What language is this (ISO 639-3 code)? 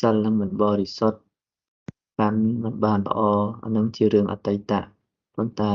khm